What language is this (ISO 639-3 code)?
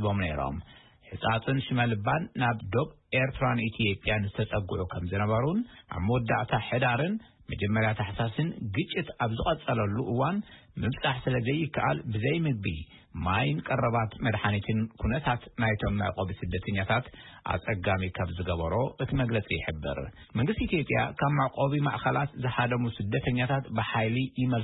tir